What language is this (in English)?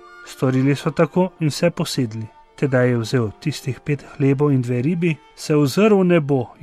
Slovenian